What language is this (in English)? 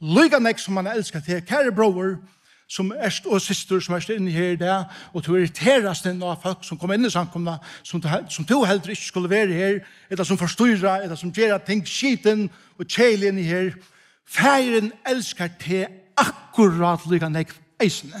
Faroese